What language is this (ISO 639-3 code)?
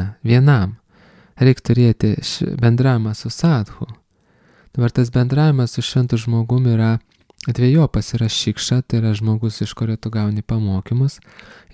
lit